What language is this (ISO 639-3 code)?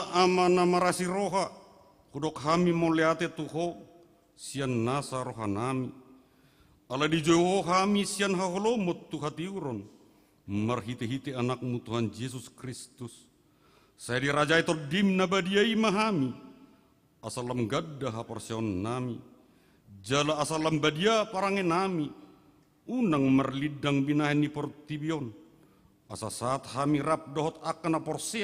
bbc